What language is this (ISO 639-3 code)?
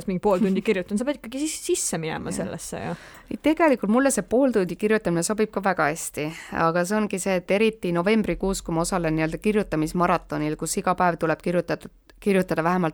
est